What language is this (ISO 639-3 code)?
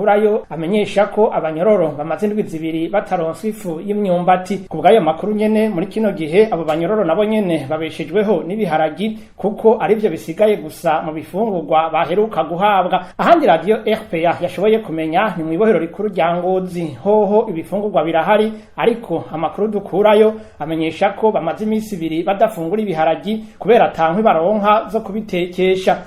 run